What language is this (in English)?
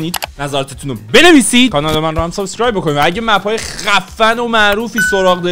Persian